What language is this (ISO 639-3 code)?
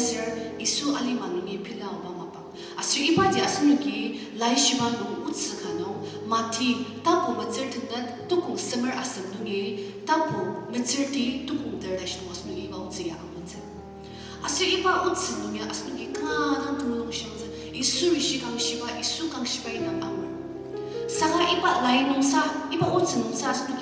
njo